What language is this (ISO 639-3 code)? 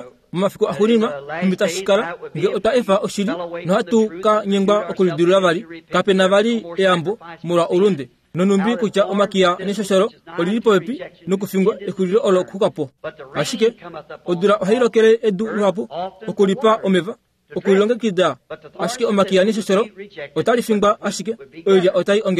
kua